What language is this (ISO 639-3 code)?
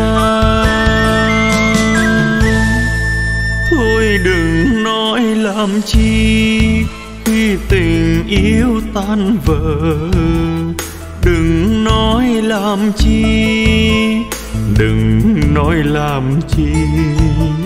vie